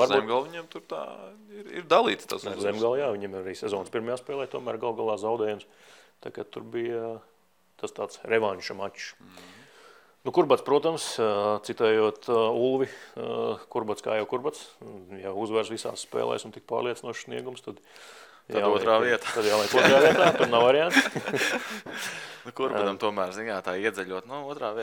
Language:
Latvian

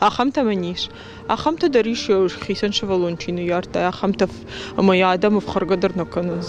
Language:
Ossetic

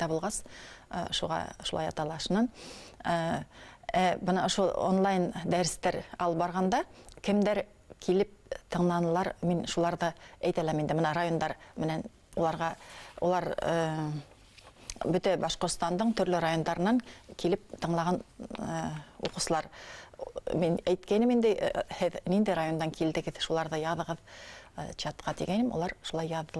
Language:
Bashkir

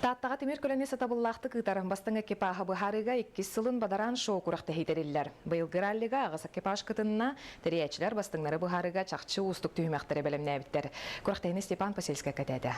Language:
Yakut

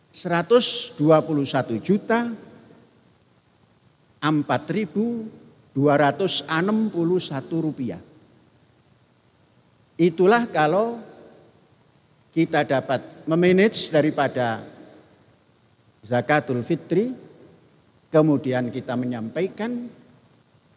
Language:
Indonesian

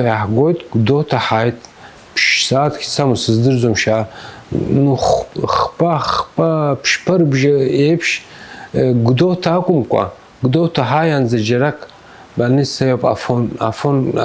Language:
Abkhazian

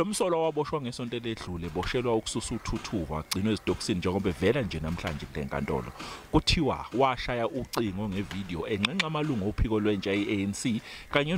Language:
Zulu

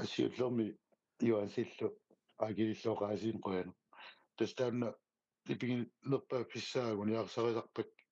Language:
Kalaallisut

